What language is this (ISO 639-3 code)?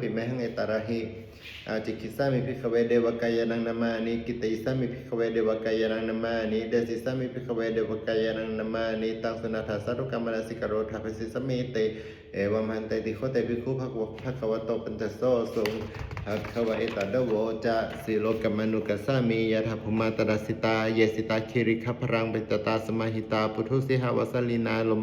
pli